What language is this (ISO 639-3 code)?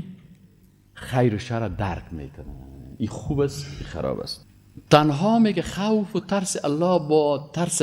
fas